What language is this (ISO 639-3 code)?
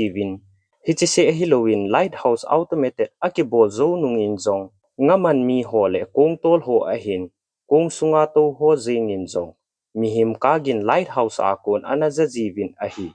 tcz